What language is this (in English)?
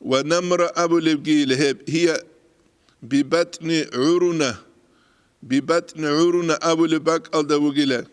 Avaric